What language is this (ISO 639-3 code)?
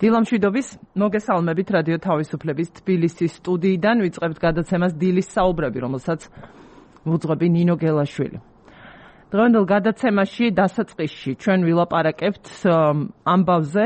kat